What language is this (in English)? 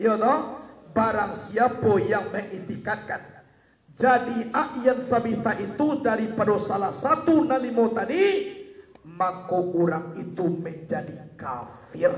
Minangkabau